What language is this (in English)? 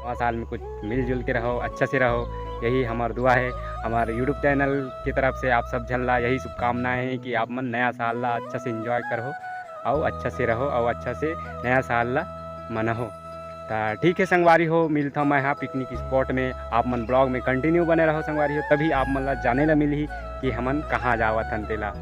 Chhattisgarhi